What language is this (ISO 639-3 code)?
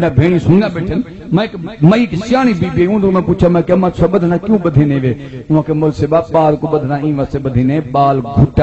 skr